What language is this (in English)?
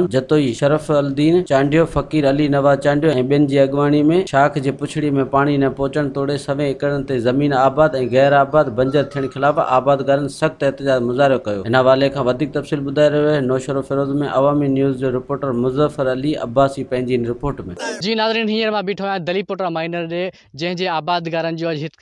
Sindhi